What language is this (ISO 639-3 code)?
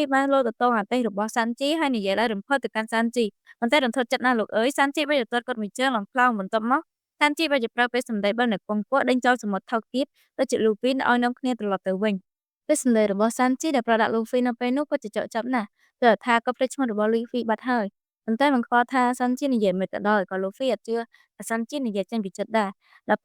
khm